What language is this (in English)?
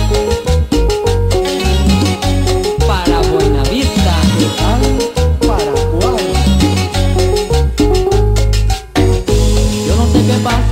Spanish